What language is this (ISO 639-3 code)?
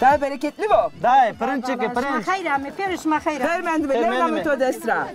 zza